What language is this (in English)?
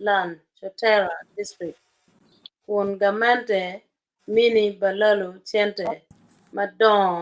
Acoli